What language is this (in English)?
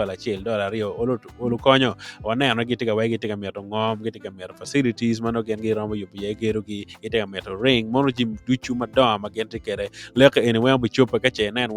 Acoli